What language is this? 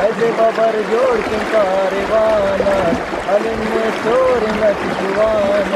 Brahui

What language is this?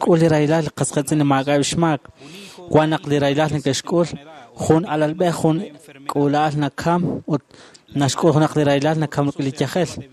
Kekchí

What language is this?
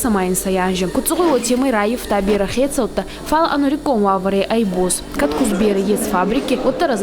Ossetic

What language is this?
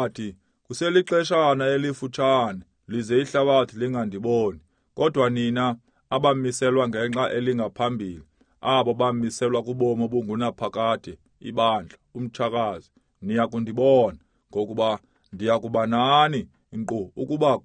Xhosa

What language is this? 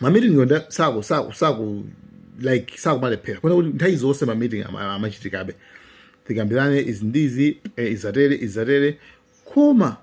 Nyanja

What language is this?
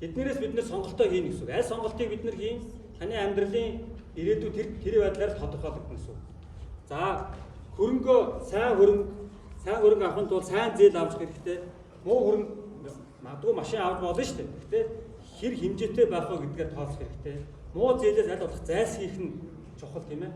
Mongolian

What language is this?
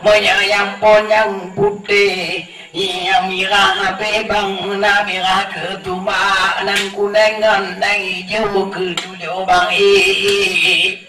Achinese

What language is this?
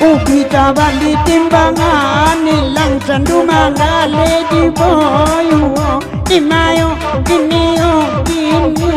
Minangkabau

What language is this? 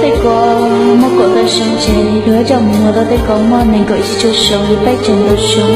Hmong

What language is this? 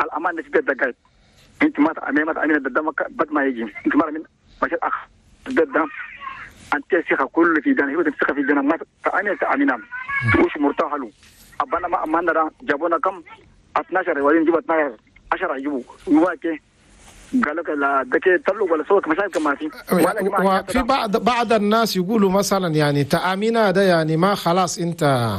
Chadian Arabic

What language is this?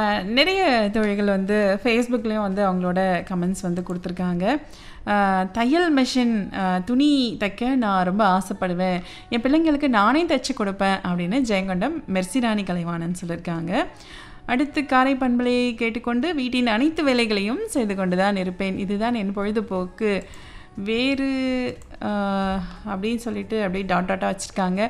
Tamil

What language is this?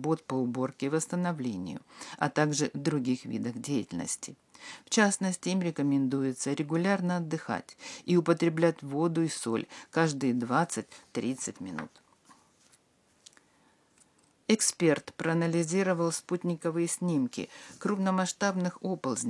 Russian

